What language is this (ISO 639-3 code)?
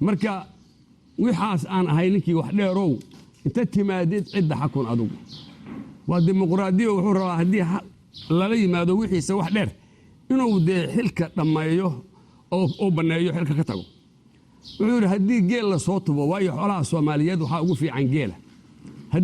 som